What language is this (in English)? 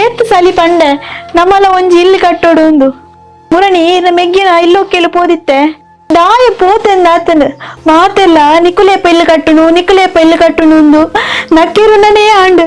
Tulu